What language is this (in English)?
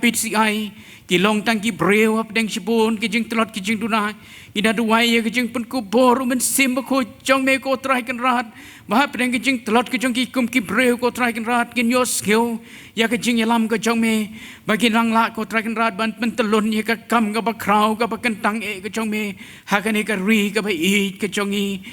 Khasi